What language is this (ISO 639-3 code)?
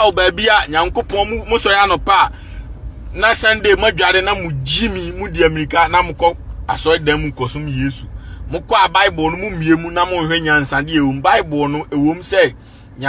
aka